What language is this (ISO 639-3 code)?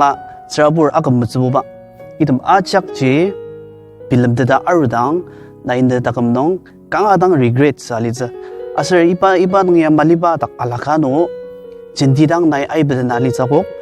njo